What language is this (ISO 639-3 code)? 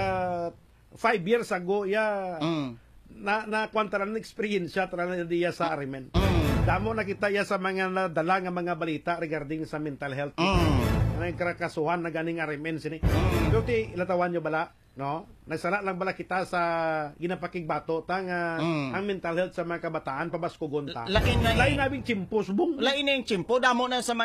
hil